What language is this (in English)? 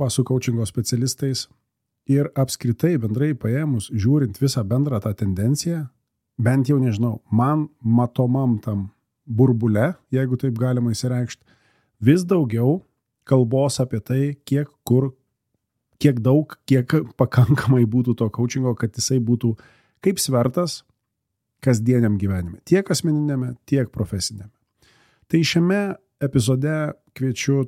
Lithuanian